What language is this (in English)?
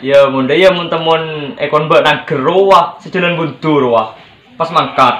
Madurese